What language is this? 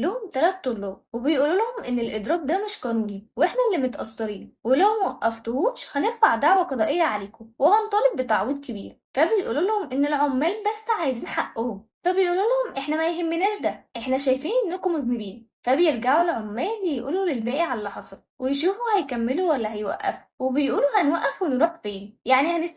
Egyptian Arabic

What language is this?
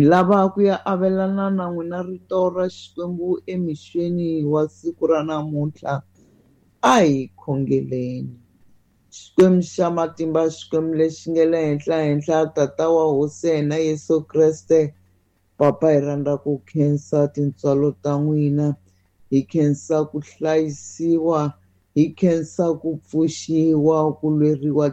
Tsonga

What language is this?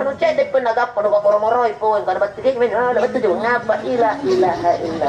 Makasar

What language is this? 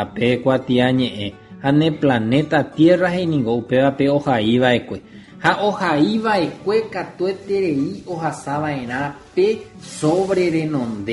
Guarani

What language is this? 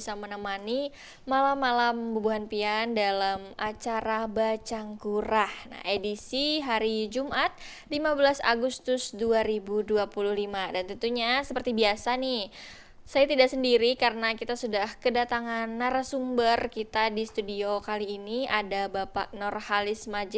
Banjar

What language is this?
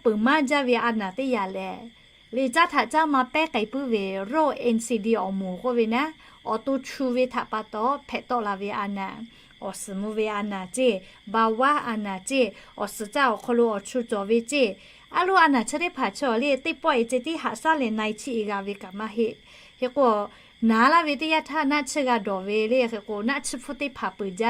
Lahu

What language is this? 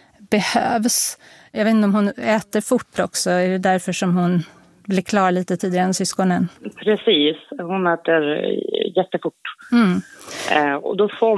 Swedish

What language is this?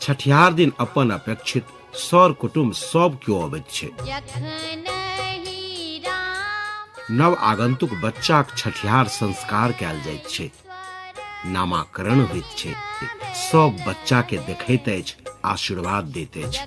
Maithili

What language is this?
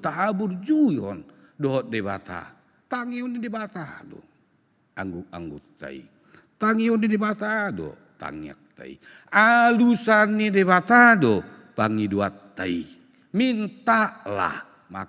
Batak Toba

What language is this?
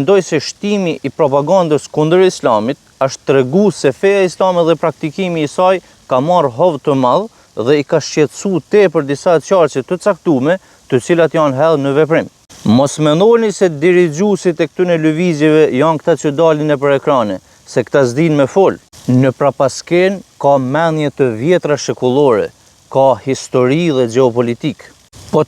Albanian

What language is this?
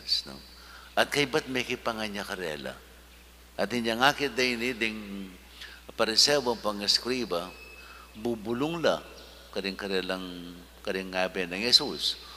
Pampanga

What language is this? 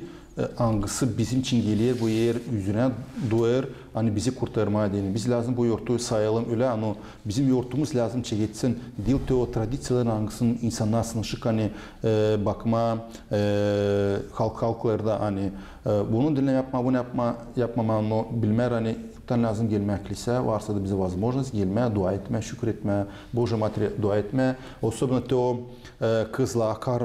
Gagauz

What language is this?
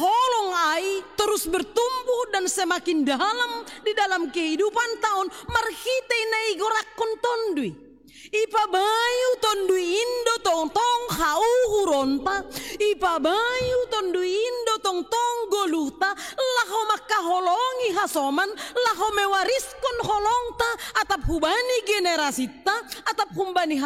Batak Simalungun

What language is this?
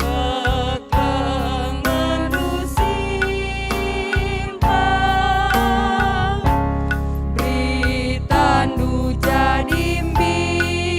Batak Karo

